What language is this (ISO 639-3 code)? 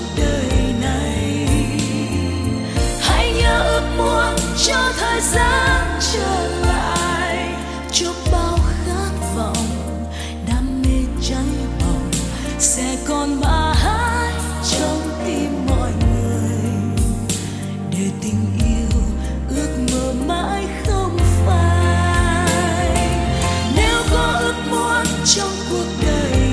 vie